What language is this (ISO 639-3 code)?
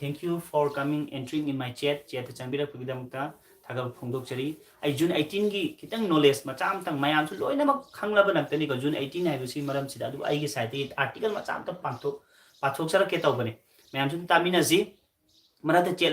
mni